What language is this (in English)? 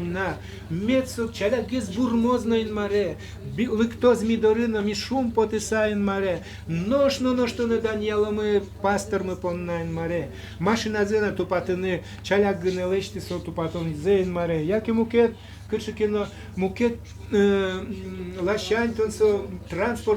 Udmurt